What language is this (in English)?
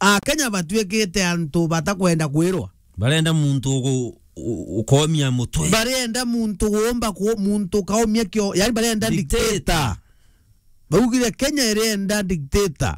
Meru